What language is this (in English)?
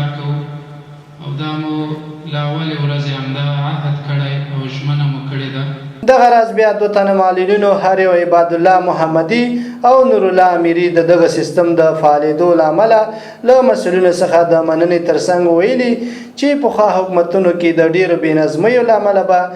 Pashto